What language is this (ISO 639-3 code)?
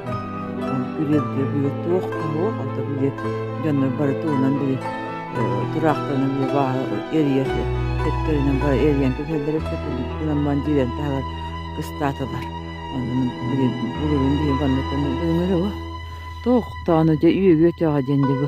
sah